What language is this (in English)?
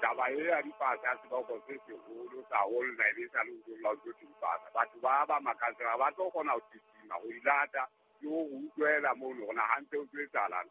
Southern Sotho